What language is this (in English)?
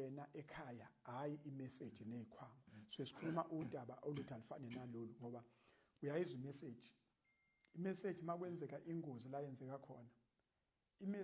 Zulu